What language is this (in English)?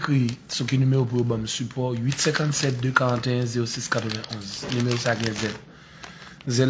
Haitian Creole